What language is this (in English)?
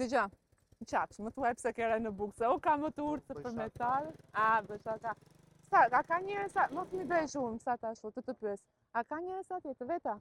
Albanian